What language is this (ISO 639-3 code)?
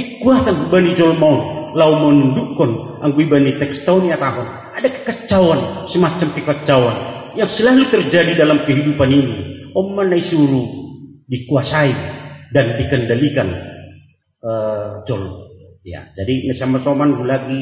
bts